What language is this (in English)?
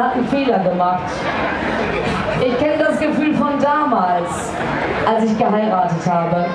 German